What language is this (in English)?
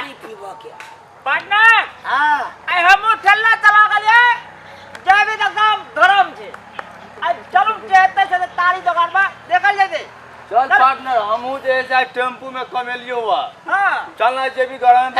Maithili